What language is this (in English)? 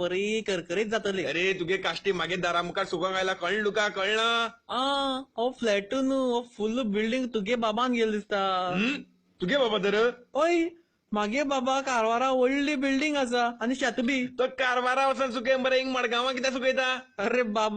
Konkani